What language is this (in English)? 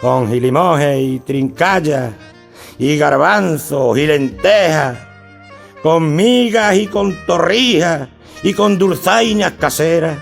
Extremaduran